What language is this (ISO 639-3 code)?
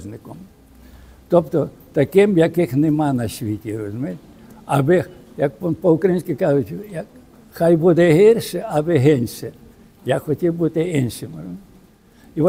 ukr